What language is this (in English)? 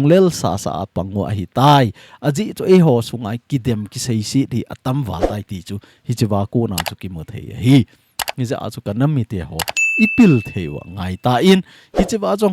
Thado Chin